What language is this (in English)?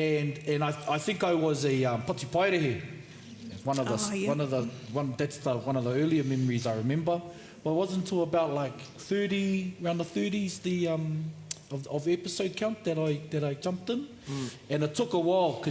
Māori